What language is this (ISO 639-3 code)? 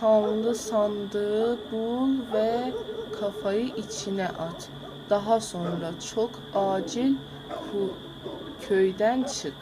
azb